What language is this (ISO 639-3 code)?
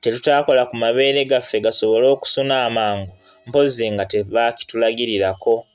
lug